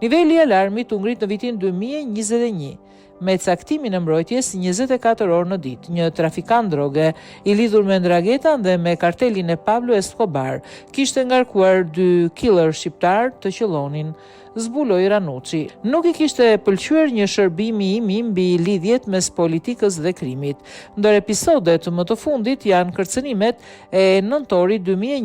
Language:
Albanian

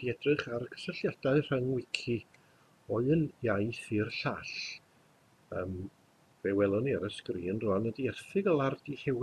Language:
Welsh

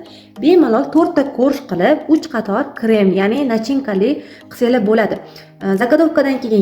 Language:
Uzbek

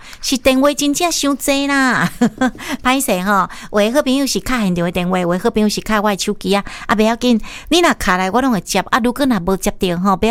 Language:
Min Nan Chinese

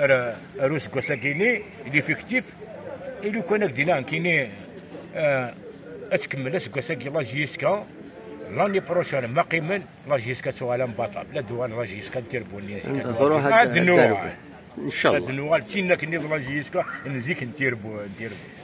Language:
Kabyle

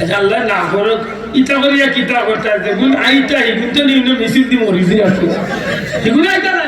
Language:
Sylheti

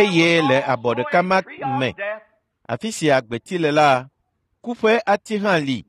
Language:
Ewe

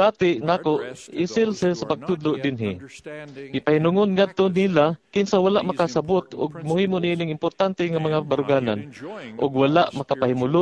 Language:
Cebuano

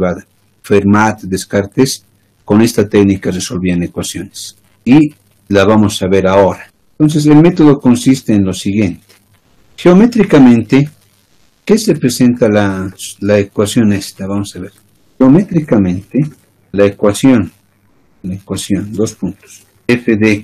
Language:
Spanish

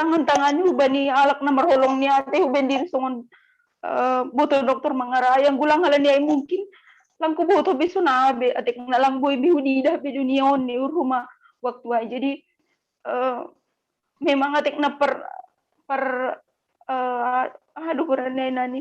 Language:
Batak Simalungun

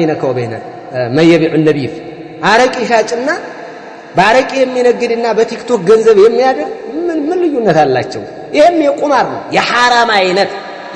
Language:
Amharic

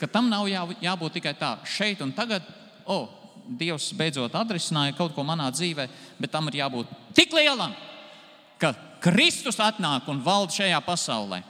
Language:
Latvian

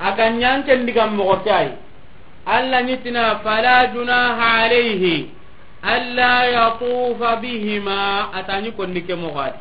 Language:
Soninke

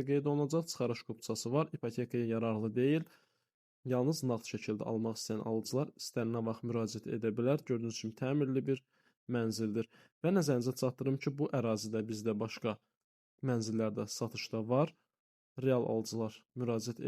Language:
Azerbaijani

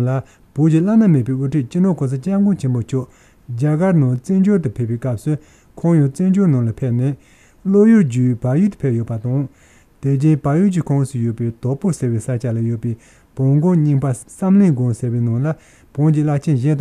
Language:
Tibetan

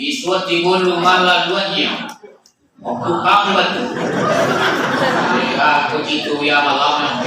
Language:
Minangkabau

